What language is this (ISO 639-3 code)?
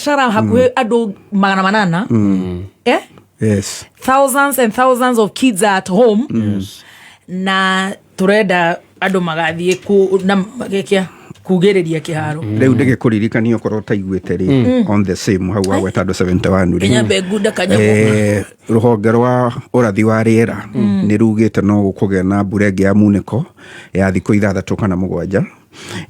kik